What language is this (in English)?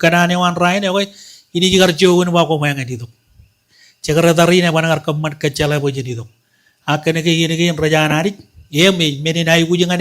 Marshallese